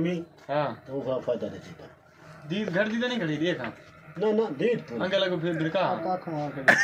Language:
Saraiki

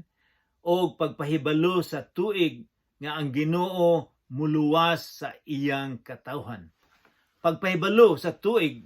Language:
Cebuano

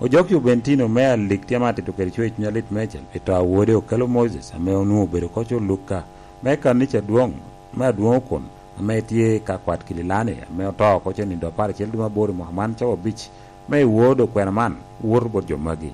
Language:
Lango (Uganda)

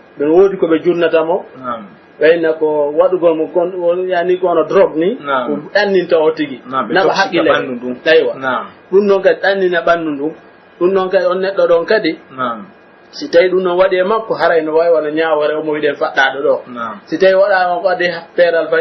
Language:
Pular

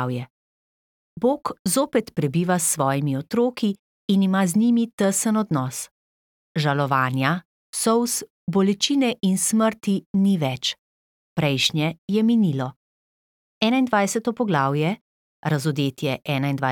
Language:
Slovenian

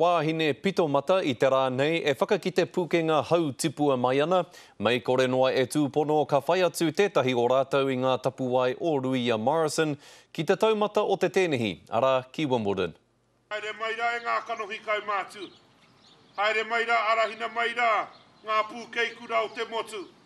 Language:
Māori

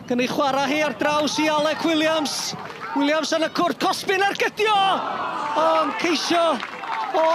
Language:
Welsh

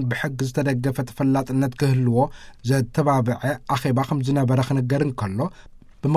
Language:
Tigrinya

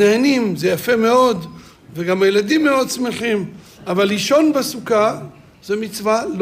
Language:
Hebrew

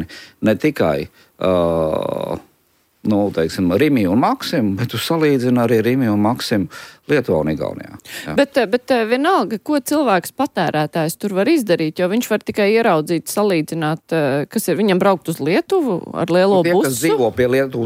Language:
Latvian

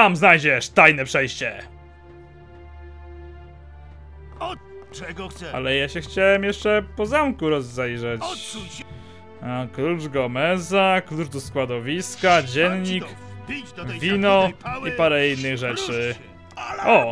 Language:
Polish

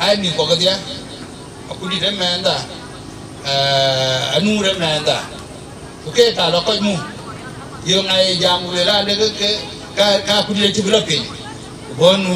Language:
Dinka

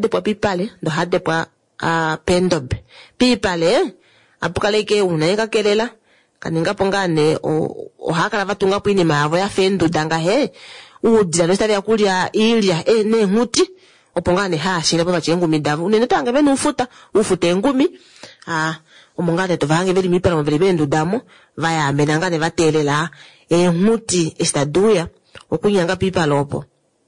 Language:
Kuanyama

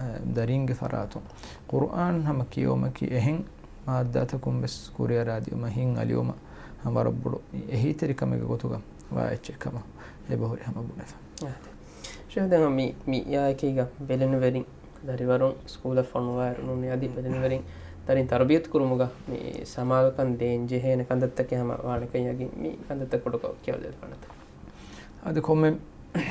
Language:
Divehi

